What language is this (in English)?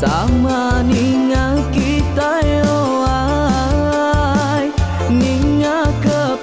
Iban